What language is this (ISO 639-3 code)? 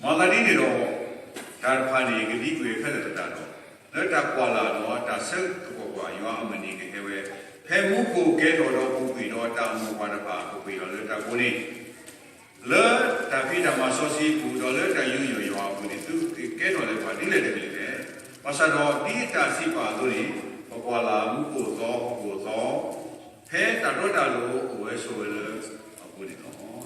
ksw